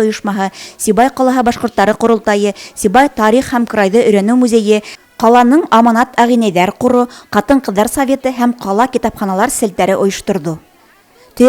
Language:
Bashkir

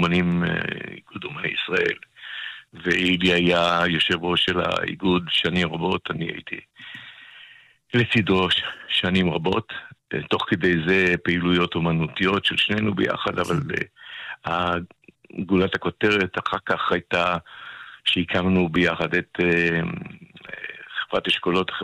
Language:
Hebrew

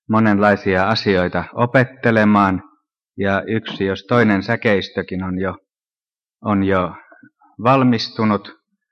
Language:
Finnish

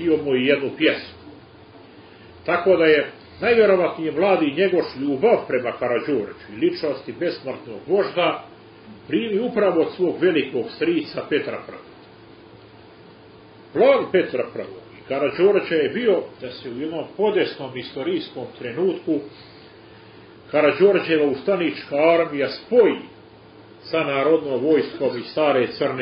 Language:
Serbian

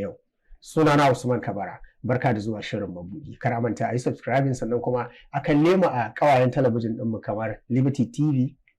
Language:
Hausa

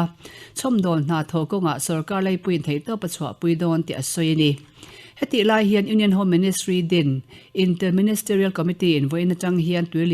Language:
Mizo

